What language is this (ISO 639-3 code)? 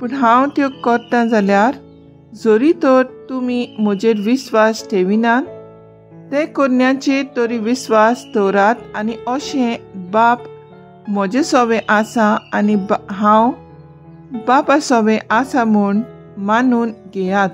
kok